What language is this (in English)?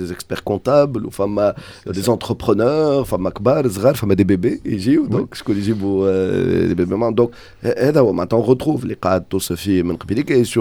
Tunisian Arabic